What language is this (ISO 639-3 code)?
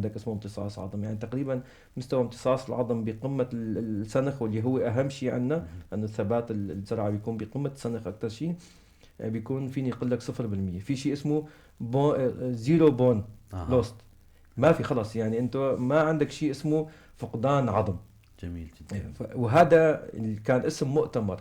apc